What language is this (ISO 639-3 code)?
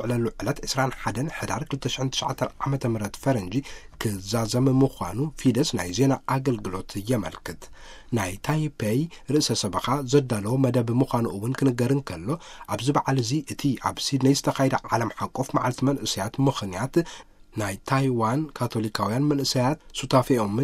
tir